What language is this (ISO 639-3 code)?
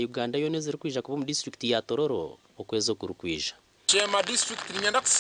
nyn